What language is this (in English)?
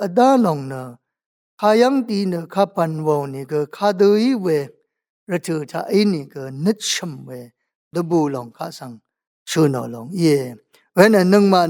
Rawang